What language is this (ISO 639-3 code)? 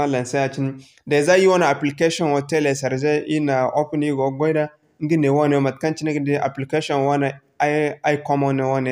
dje